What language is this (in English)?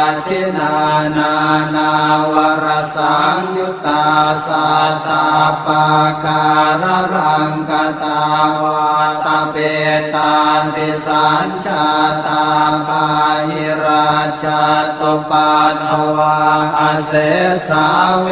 Pali